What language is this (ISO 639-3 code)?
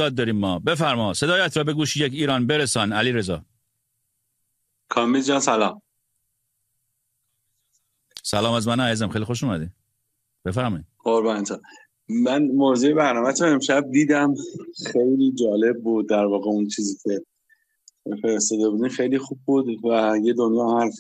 fas